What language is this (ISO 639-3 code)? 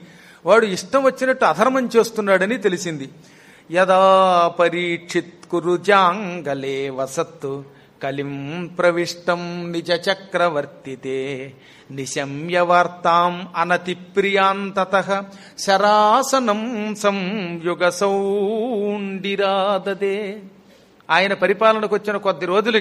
tel